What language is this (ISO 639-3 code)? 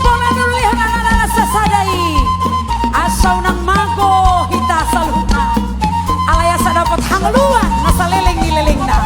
bbc